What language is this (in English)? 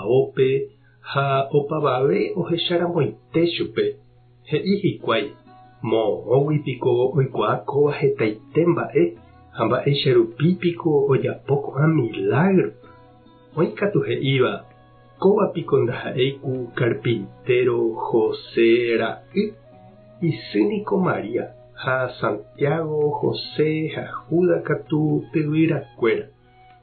Guarani